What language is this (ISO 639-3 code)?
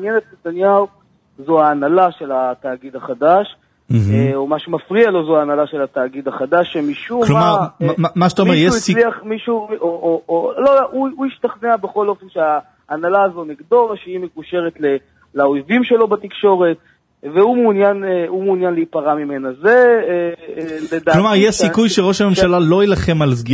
heb